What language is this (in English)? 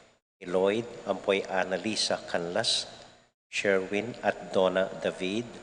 Pampanga